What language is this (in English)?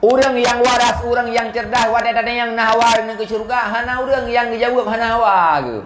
Achinese